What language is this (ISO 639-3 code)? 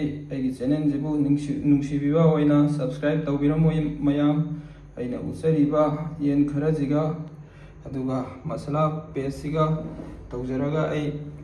mni